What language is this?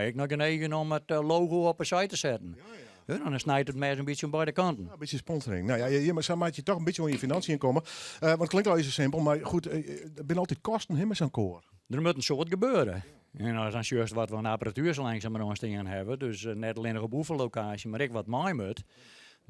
Western Frisian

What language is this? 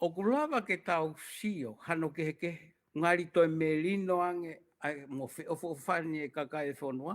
Tongan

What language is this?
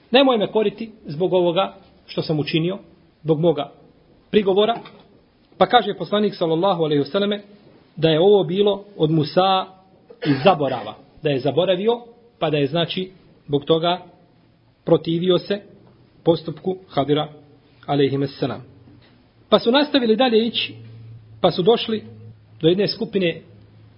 Bosnian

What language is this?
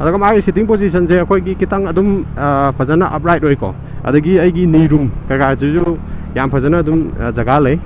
Manipuri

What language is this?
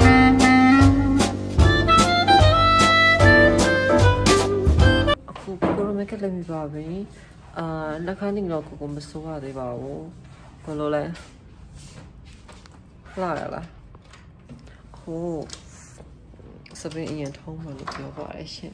Burmese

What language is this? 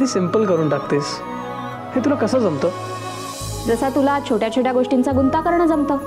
Marathi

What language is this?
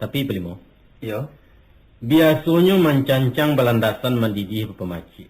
Minangkabau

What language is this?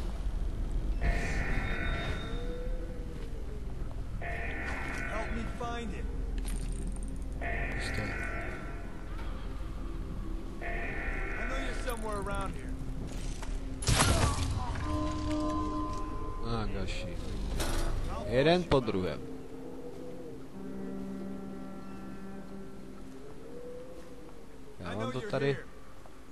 Czech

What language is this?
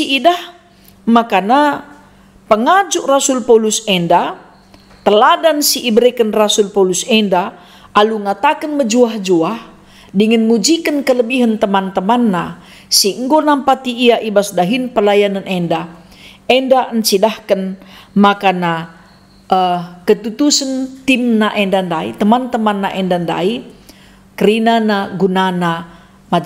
Batak Karo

